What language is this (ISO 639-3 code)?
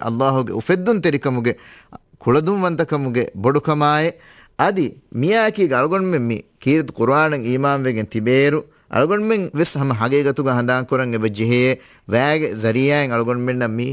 div